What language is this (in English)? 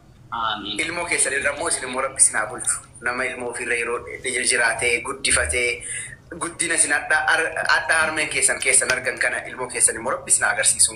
Oromo